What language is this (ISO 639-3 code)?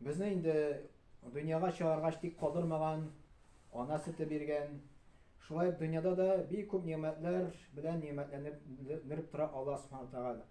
tat